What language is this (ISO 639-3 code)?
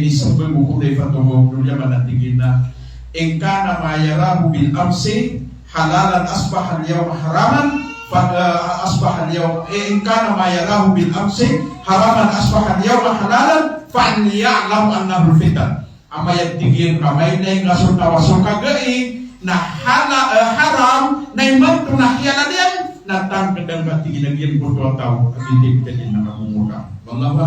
mrw